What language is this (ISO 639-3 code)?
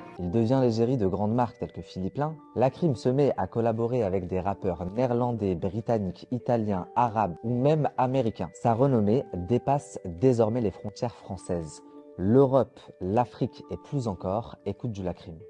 fra